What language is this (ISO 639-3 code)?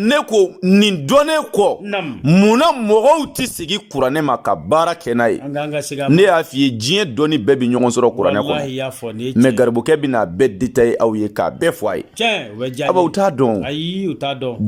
bam